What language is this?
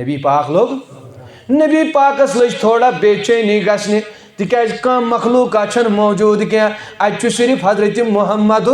Kashmiri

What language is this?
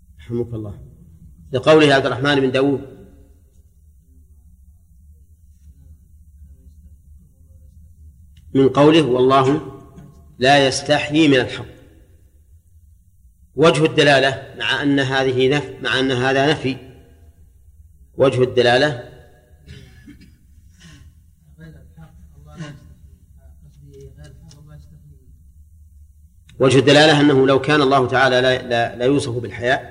Arabic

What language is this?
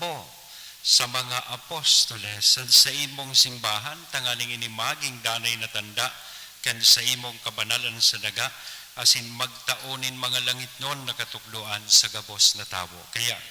Bikol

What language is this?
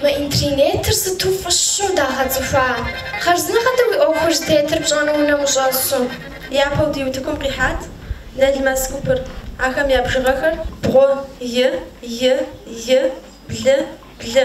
Kabardian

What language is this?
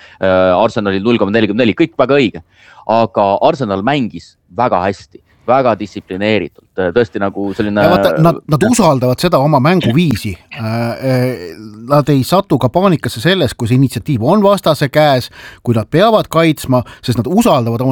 Estonian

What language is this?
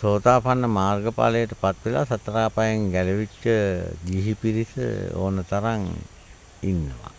Sinhala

